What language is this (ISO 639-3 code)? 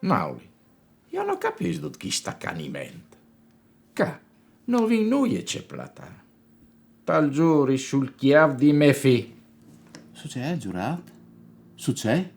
fur